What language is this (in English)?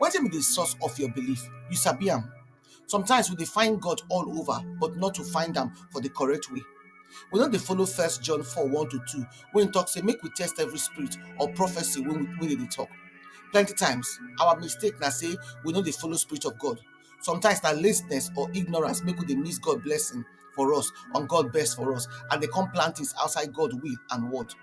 Nigerian Pidgin